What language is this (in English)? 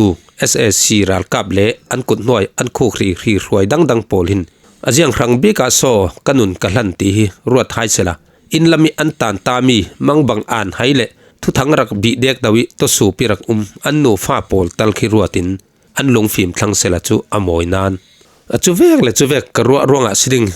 Falam Chin